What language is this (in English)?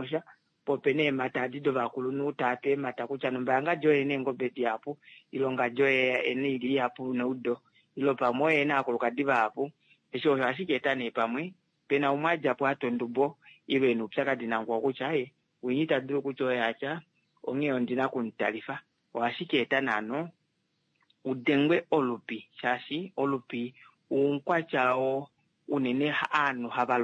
Kuanyama